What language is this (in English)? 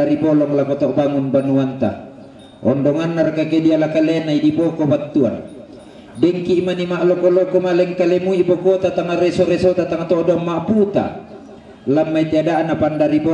Toraja-Sa'dan